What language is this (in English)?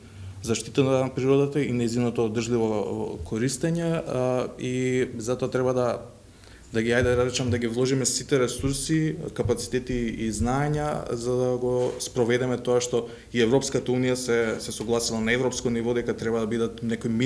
Macedonian